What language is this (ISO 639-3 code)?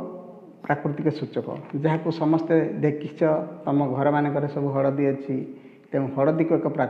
ori